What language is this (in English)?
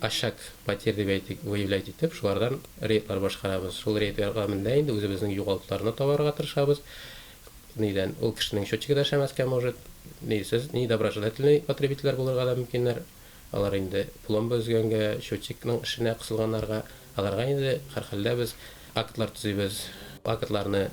Tatar